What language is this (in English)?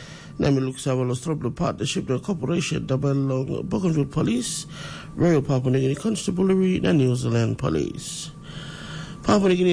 Tok Pisin